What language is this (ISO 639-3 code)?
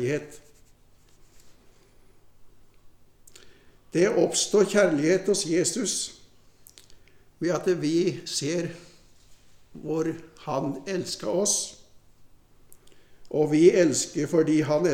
nor